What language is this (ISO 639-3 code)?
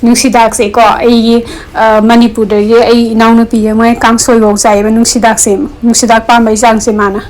mni